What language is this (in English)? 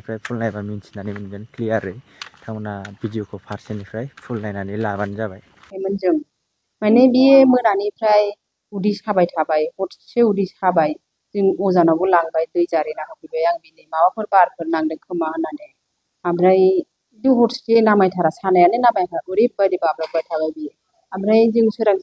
Bodo